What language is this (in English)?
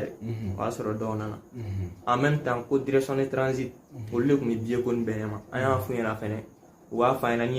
Bambara